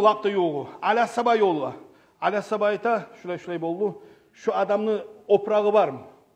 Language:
Kumyk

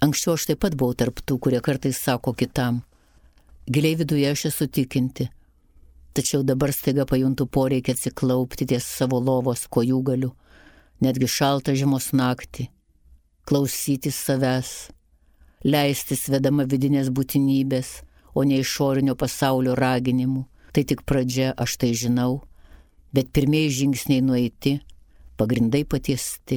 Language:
Lithuanian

